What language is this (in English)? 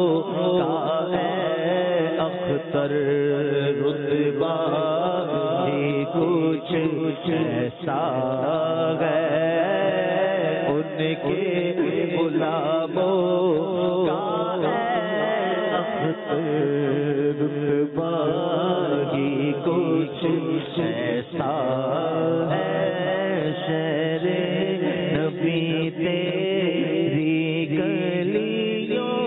Urdu